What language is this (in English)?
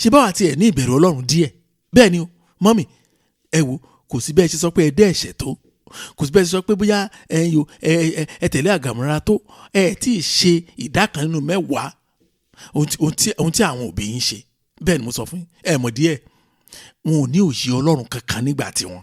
Yoruba